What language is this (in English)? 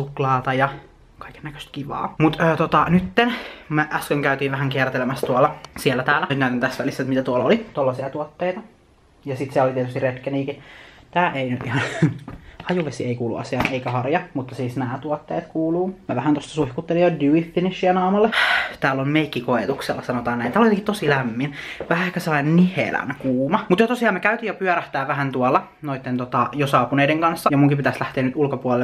Finnish